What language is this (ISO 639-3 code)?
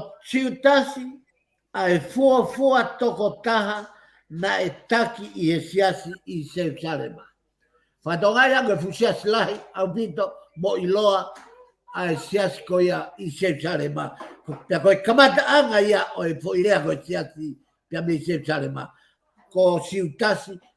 ton